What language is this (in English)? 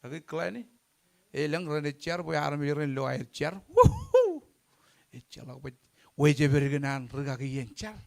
Marshallese